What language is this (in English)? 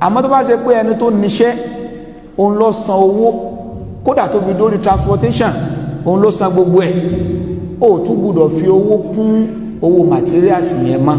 Yoruba